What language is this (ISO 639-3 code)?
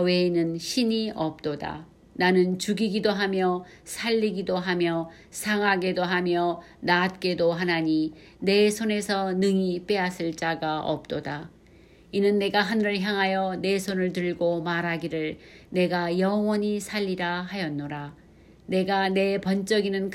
kor